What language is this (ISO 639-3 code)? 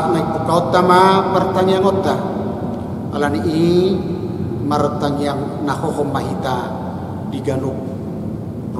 bbc